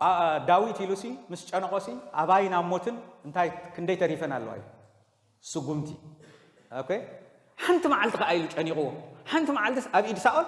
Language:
Tigrinya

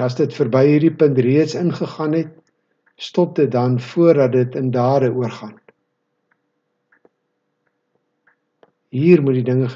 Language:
Afrikaans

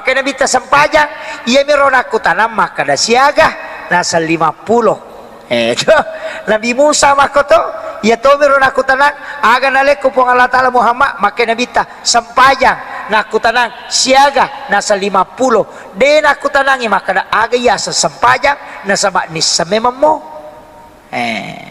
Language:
Buginese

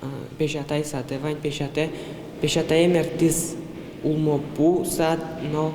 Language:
Udmurt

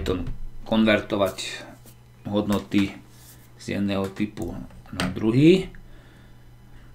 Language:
Slovak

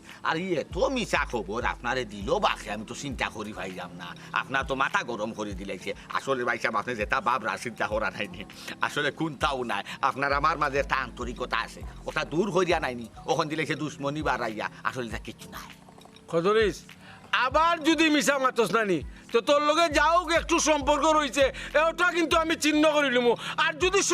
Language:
Sylheti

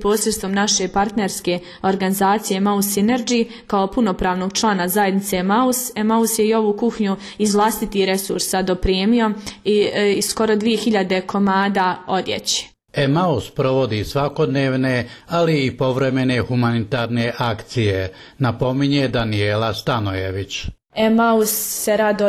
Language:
Bosnian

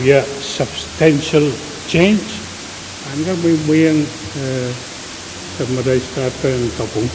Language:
Pohnpeian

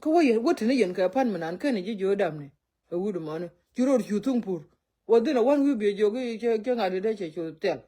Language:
Nuer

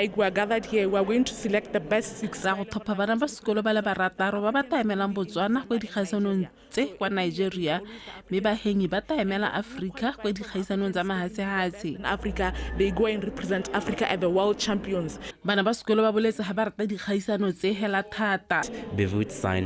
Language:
Tswana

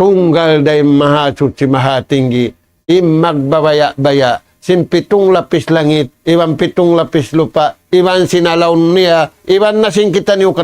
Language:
Tausug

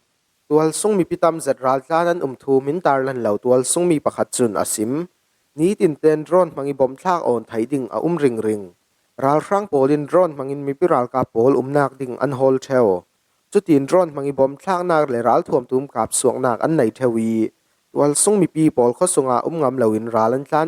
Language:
Falam Chin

